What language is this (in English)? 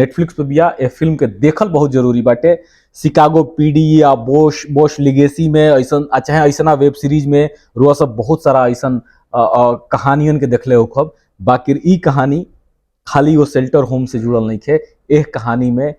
Bhojpuri